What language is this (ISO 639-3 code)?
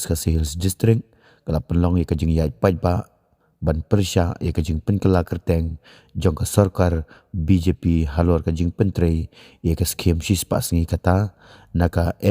kha